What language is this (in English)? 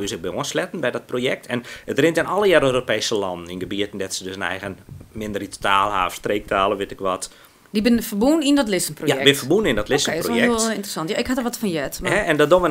Western Frisian